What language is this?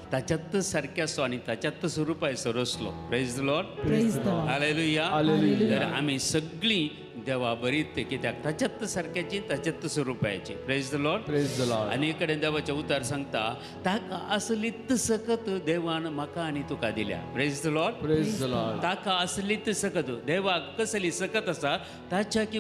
Konkani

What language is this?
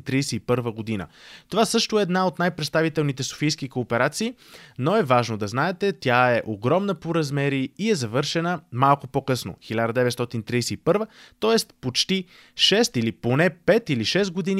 Bulgarian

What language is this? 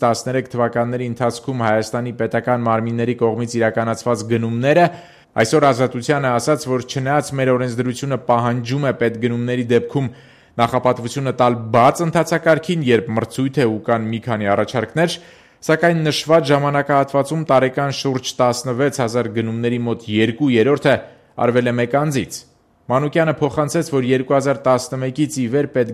Armenian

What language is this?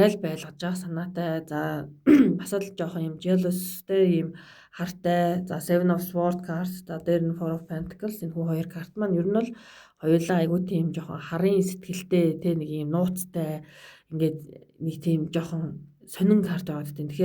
Mongolian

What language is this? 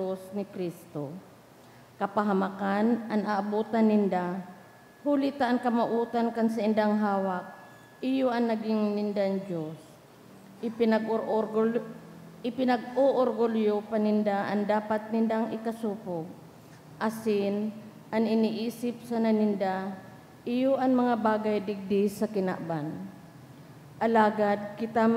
Bikol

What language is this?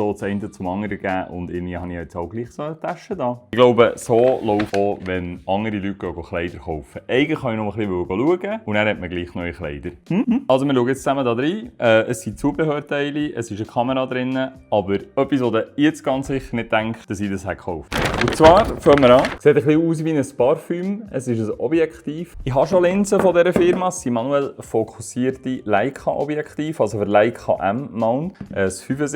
Swiss German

